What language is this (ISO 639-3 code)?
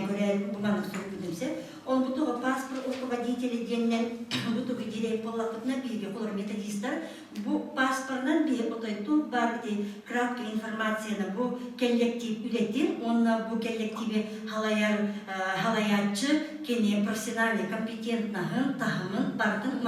sah